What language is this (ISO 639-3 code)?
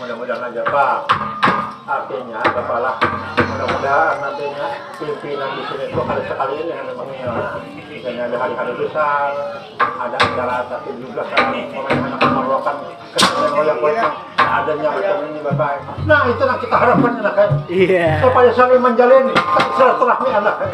bjn